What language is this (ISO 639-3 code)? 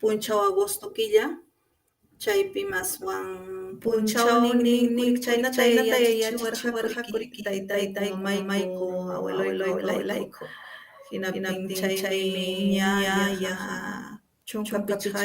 quy